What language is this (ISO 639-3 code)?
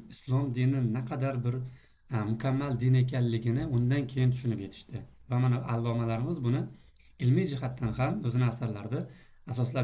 uzb